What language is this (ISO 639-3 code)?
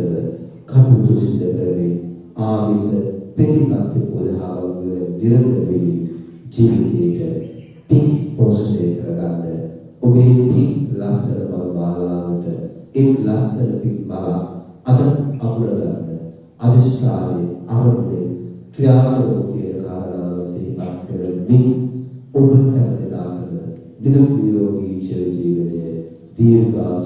sin